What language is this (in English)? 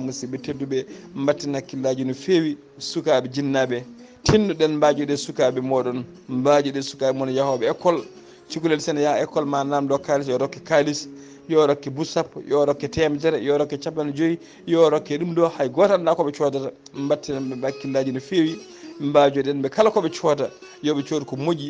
Fula